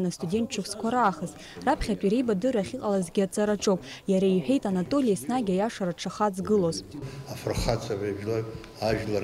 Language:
Abkhazian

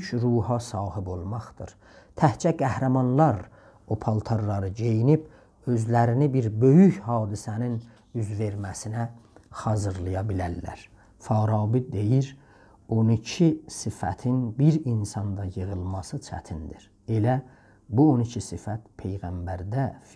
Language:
South Azerbaijani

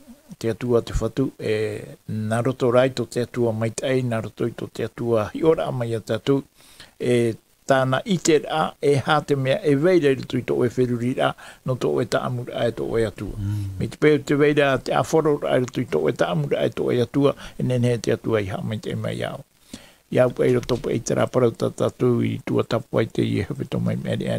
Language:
Tahitian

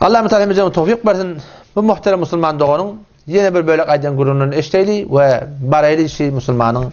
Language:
Turkmen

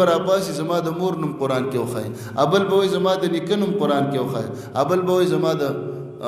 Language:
Pashto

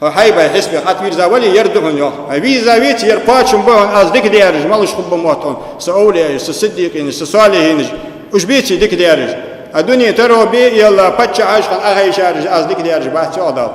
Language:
Ingush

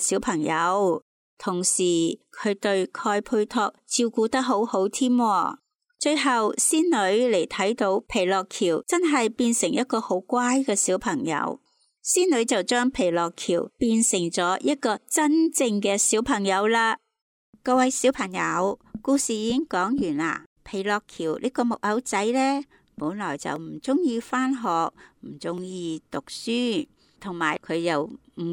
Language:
Cantonese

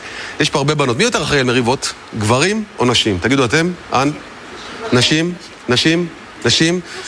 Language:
Hebrew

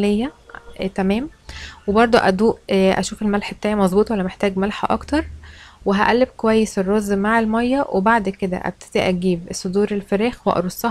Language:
Egyptian Arabic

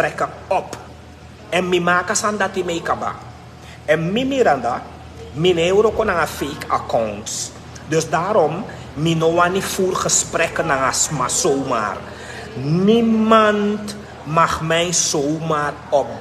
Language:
Sranan Tongo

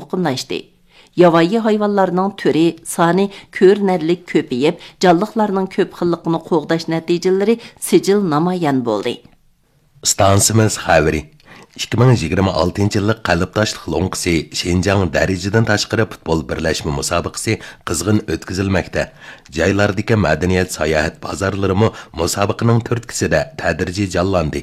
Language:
Uyghur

